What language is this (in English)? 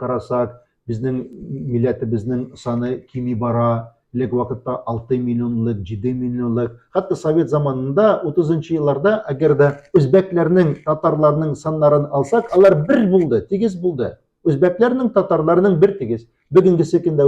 Tatar